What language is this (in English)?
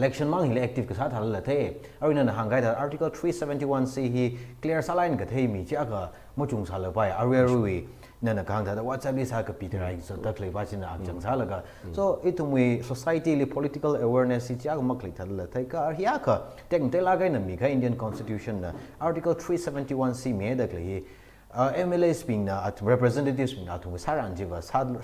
Tangkhul Naga (India)